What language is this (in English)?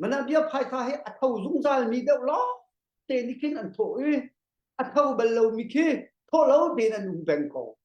Hakha Chin